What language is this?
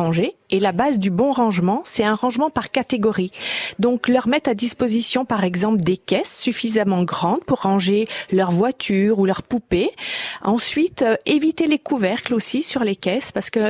French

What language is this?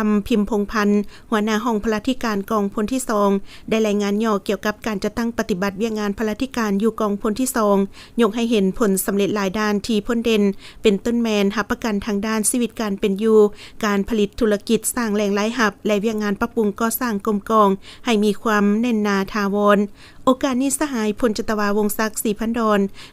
Lao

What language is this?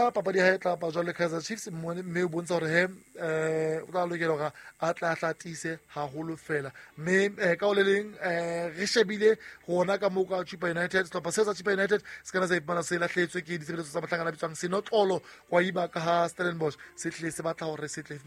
Southern Sotho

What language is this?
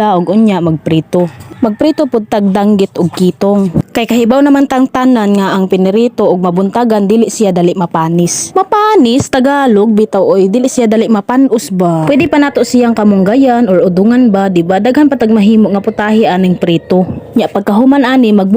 Cebuano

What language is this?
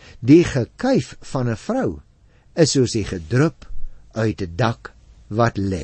Afrikaans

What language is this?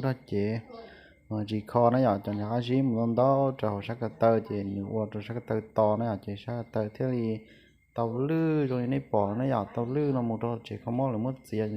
Hmong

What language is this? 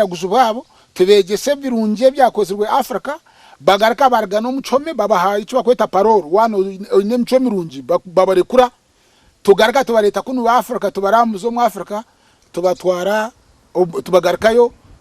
Nyankole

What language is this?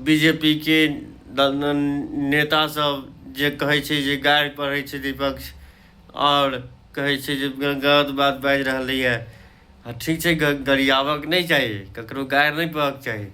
Maithili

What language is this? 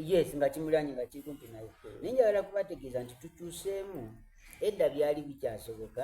Soga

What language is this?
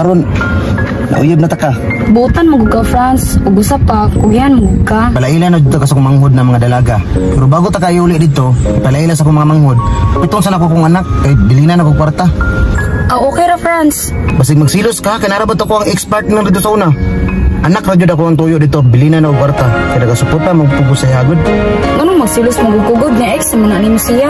Cebuano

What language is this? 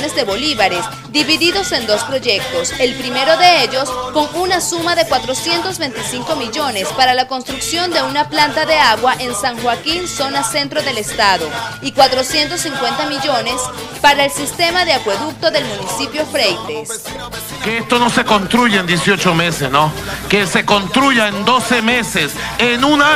Spanish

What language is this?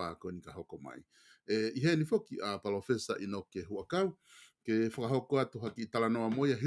Tongan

